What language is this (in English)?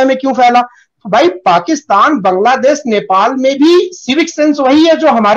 Hindi